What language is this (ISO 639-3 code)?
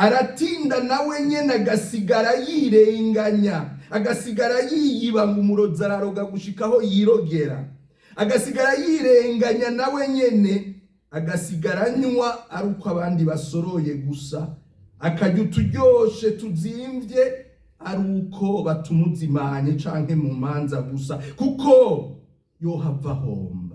run